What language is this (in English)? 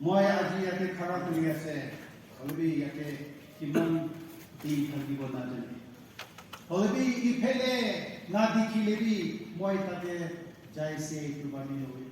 Naga Pidgin